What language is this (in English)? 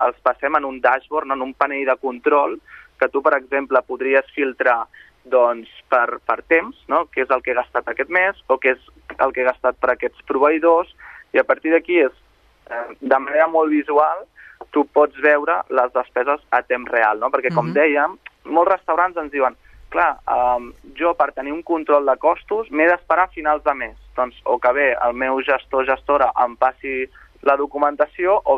Catalan